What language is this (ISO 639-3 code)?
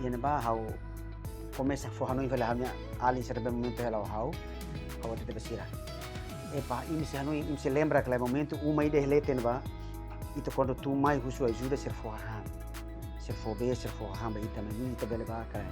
tet